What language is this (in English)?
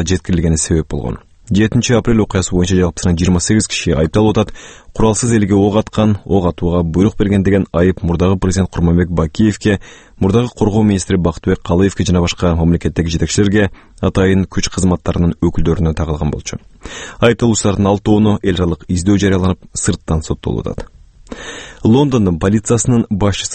Kyrgyz